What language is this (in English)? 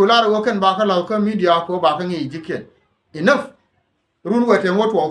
Nuer